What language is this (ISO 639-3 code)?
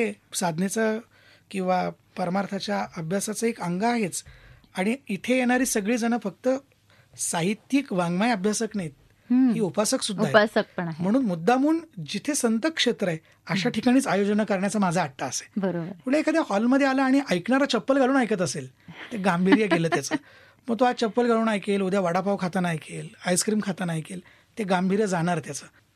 mar